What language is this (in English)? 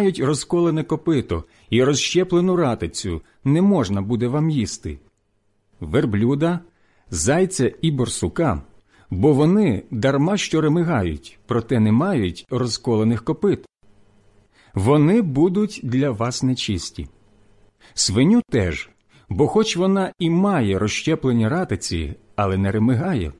Ukrainian